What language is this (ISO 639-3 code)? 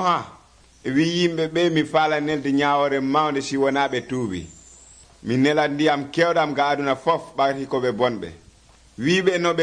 fuv